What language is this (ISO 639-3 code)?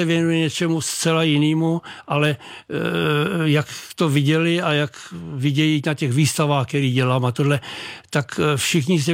ces